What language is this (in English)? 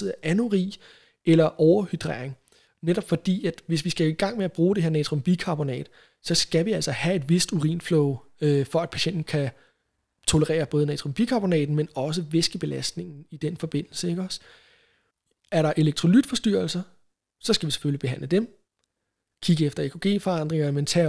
Danish